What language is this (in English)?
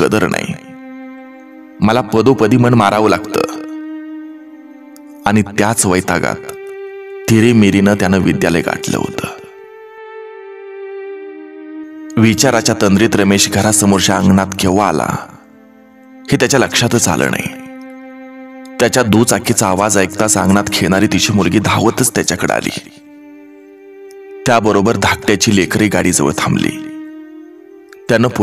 Marathi